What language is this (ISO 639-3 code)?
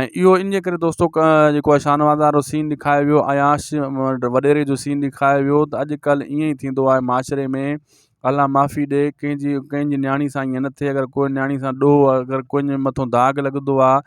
snd